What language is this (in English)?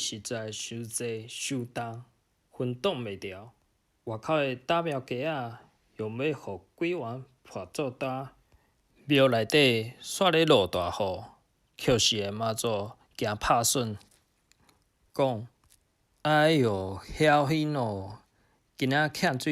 Min Nan Chinese